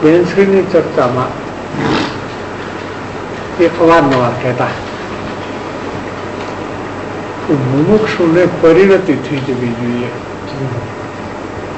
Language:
Gujarati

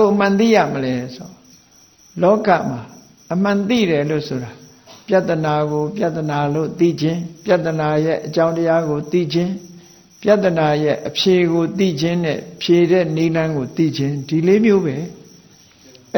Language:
Burmese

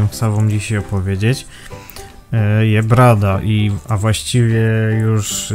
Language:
Silesian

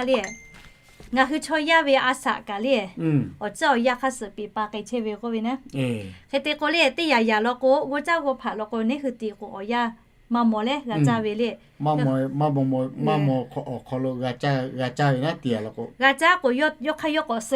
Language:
Lahu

